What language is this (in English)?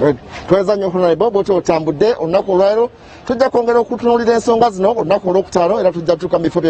Ganda